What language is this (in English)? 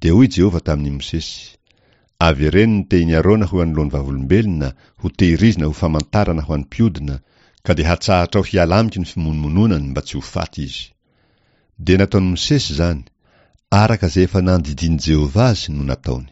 Malagasy